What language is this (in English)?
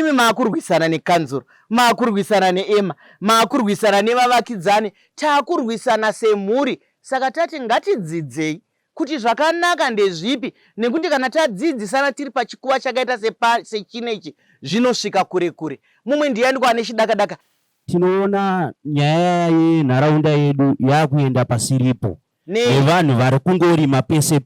Shona